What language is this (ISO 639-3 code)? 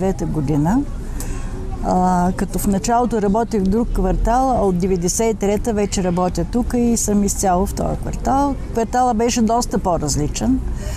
bul